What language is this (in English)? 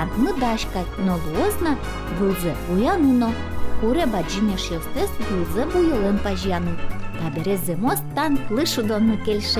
Udmurt